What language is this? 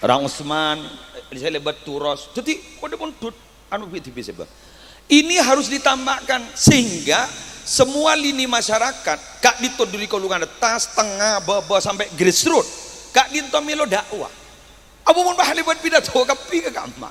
Madurese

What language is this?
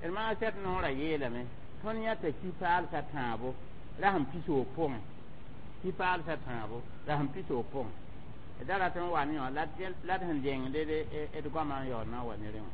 Mossi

